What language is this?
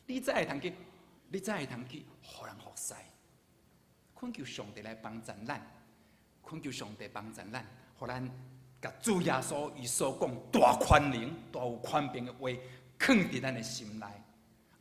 Min Nan Chinese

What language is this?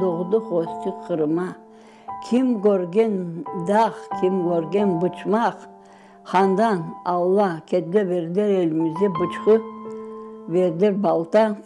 Crimean Tatar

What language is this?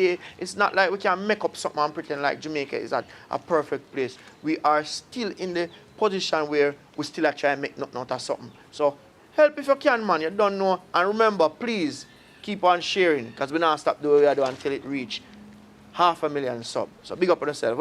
Jamaican Creole English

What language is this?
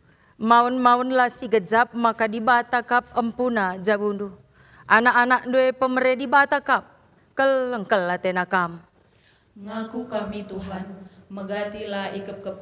Batak Karo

